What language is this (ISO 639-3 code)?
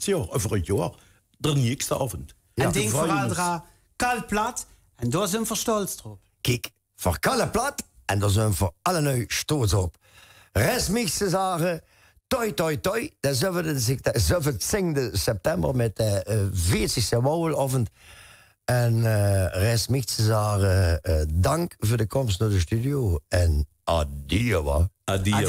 lim